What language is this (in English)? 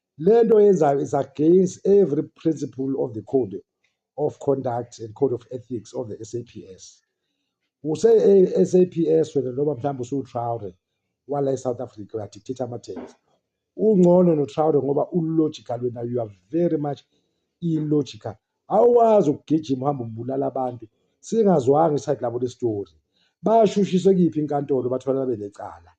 Zulu